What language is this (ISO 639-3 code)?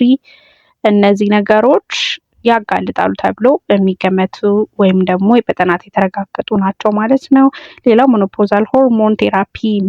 amh